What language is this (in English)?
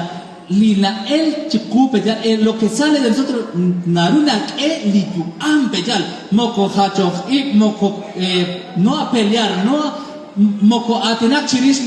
Kekchí